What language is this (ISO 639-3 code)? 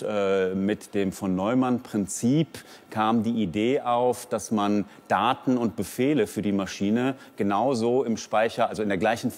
deu